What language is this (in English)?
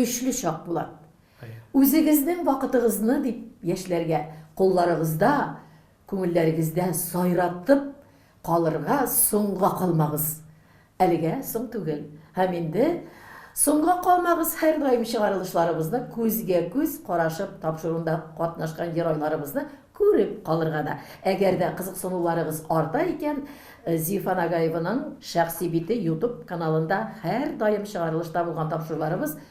Tatar